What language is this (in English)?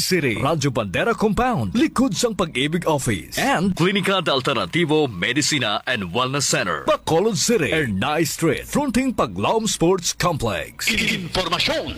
Hiligaynon